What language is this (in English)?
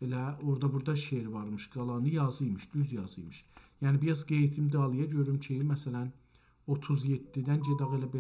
South Azerbaijani